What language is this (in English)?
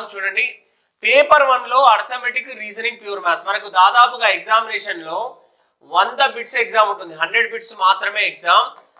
Telugu